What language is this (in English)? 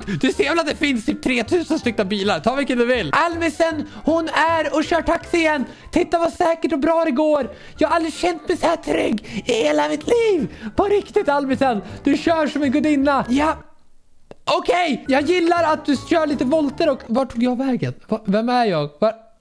Swedish